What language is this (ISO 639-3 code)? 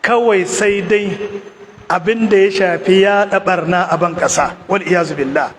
hau